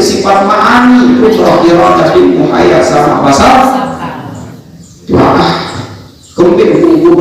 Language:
Sasak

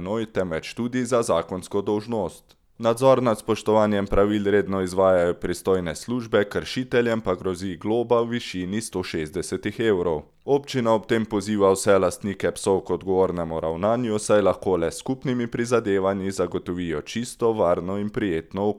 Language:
Slovenian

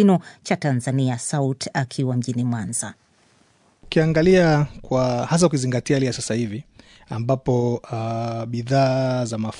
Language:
Swahili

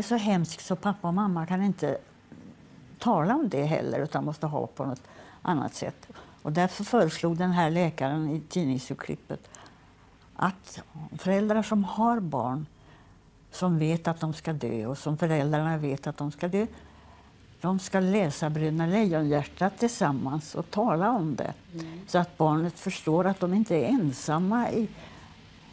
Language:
Swedish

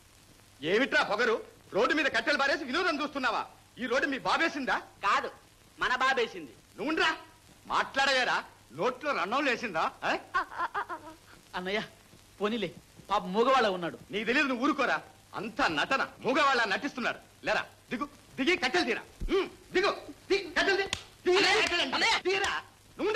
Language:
Telugu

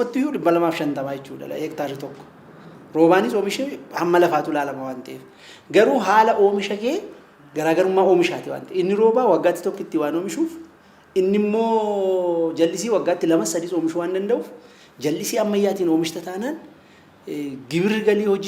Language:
Oromo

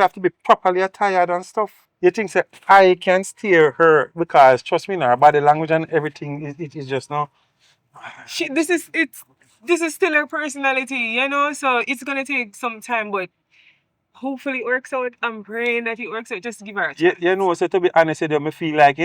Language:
Jamaican Creole English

